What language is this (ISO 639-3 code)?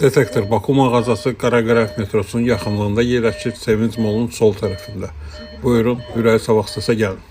aze